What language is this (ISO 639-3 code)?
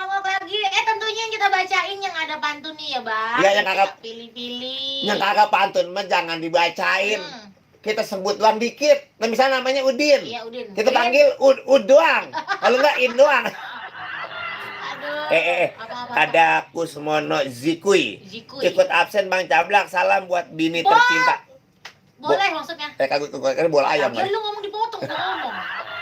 bew